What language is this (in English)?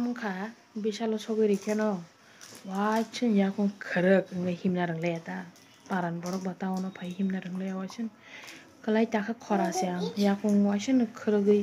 Kok Borok